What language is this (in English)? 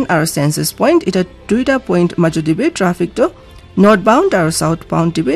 Naga Pidgin